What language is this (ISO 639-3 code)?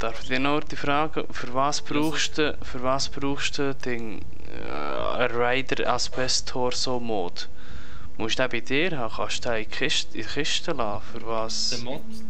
gsw